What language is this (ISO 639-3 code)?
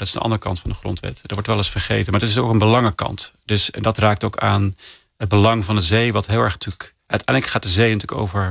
nld